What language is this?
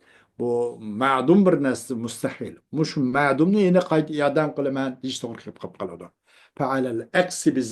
Uyghur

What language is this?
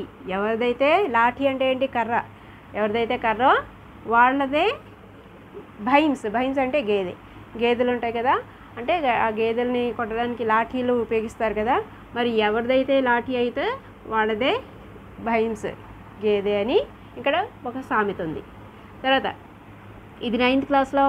Telugu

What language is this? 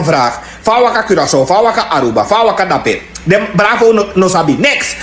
Sranan Tongo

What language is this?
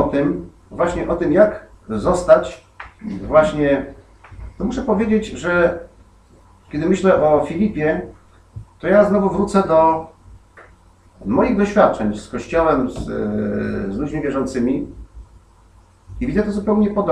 Polish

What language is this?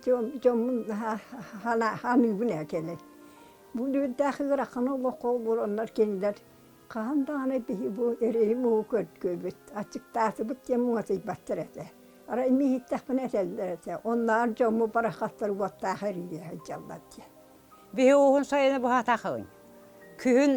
Yakut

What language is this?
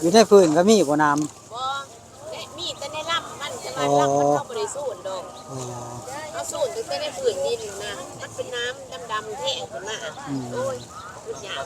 Northeastern Thai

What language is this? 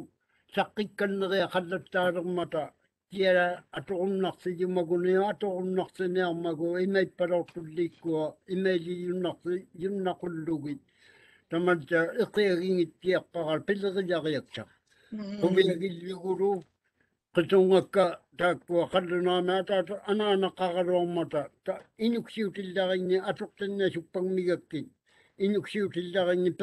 Māori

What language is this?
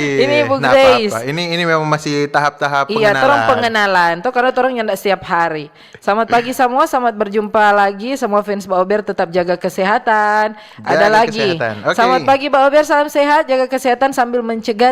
Manado Malay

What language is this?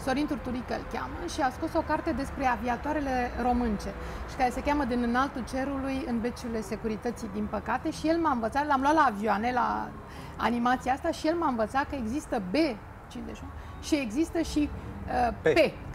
Romanian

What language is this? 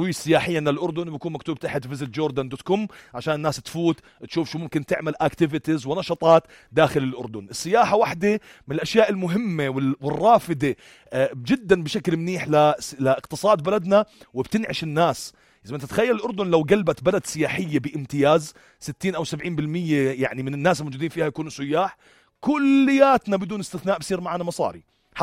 North Levantine Arabic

